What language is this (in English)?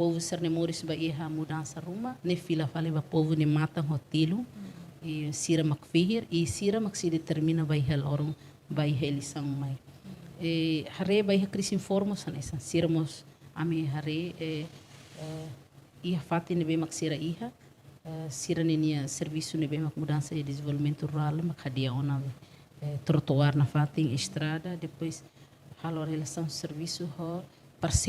Tetum